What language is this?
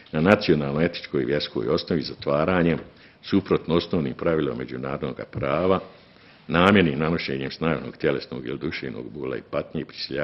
Bosnian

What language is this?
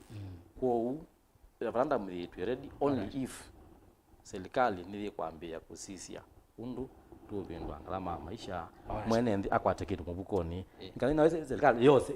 Kamba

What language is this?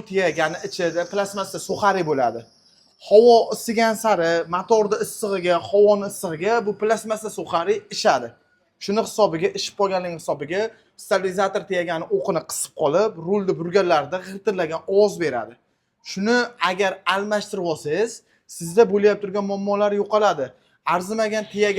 Uzbek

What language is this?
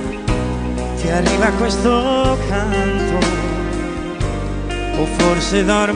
Italian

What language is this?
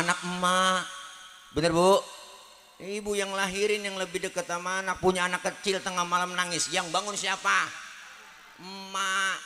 Betawi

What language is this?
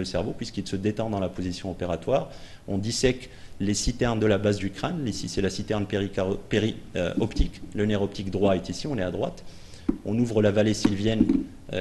French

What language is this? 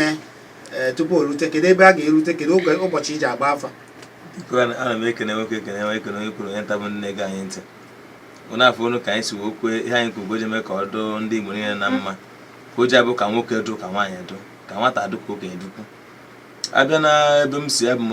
Igbo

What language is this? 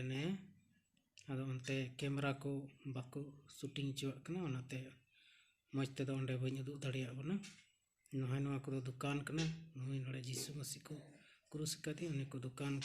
Santali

